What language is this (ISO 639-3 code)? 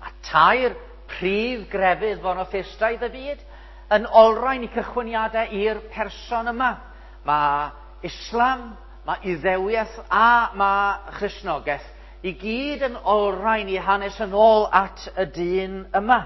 cym